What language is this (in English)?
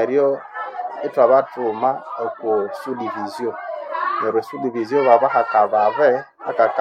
Nande